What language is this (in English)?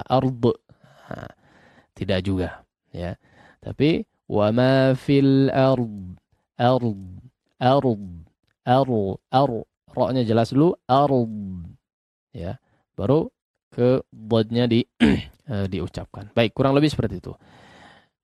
Indonesian